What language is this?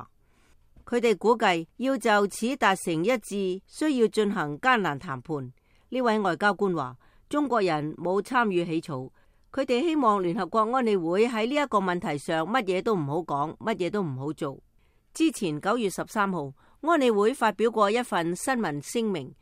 Cantonese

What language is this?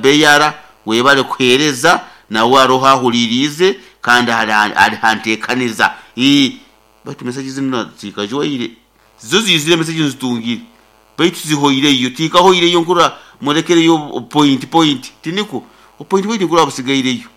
Nyoro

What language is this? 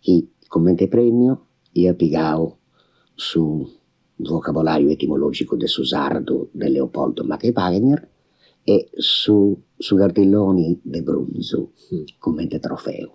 Sardinian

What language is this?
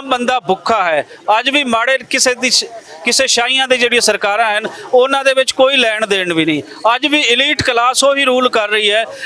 Western Panjabi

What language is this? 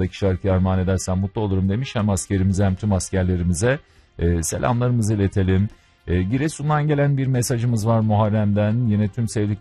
Turkish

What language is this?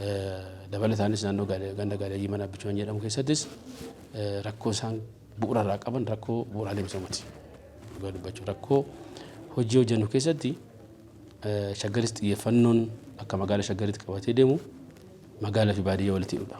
Oromo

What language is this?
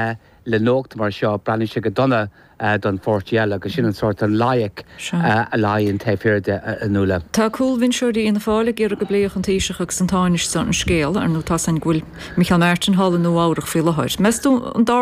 Irish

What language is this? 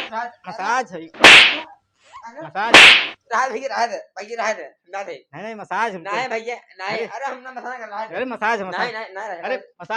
Awadhi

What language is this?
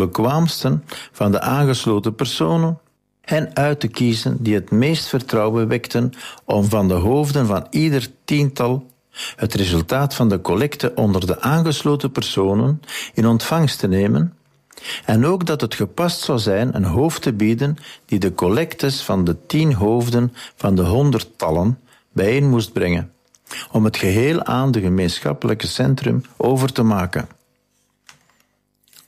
Dutch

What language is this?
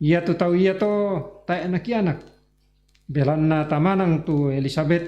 Toraja-Sa'dan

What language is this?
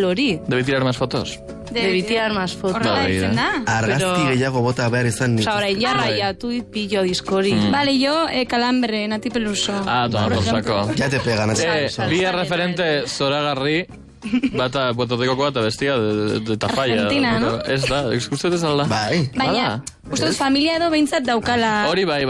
Basque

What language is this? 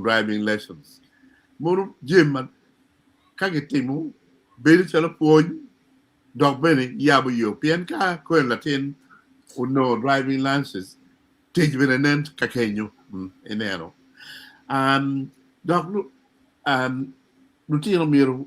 Acoli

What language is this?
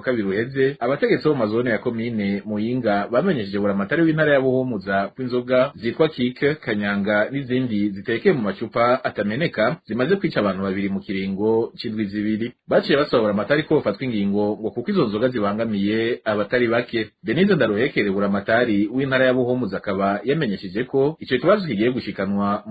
Rundi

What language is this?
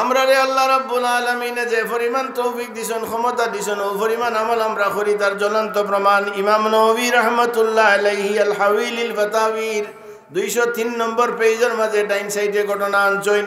Sylheti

